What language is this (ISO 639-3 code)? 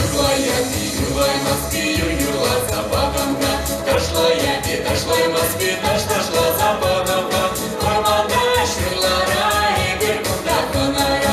chv